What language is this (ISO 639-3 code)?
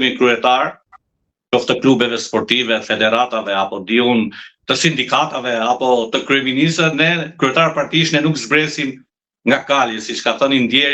sqi